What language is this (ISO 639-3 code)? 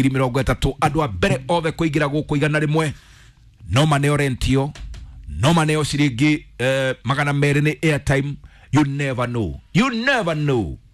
kik